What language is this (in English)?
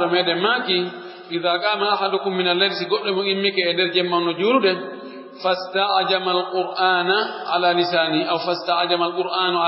Pular